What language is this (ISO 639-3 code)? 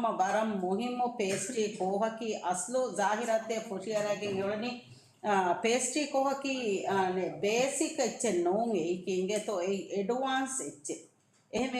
div